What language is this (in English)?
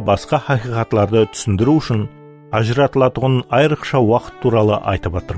Kara-Kalpak